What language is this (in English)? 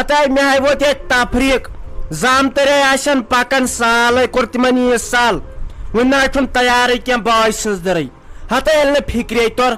Kashmiri